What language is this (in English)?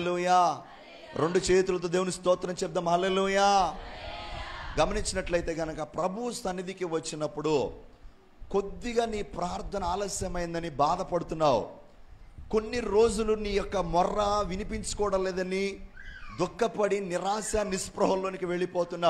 Telugu